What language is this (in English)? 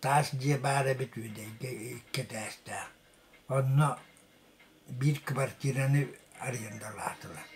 Yakut